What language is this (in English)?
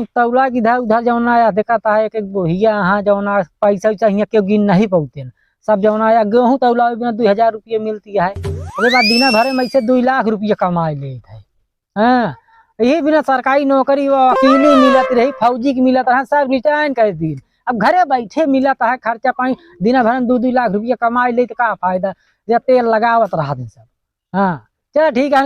Awadhi